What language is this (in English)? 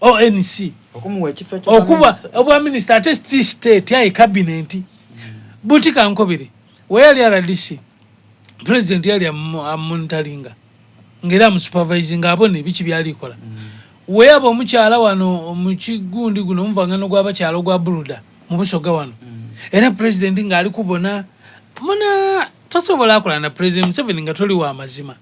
Soga